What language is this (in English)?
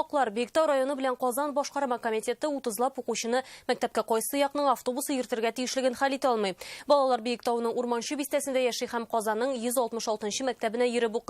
Tatar